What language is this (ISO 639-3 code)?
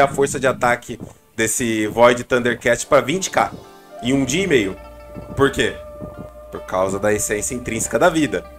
por